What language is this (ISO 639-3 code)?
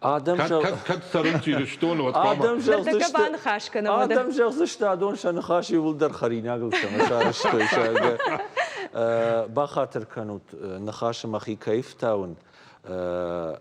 oss